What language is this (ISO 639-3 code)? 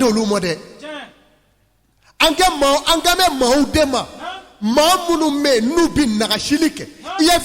bam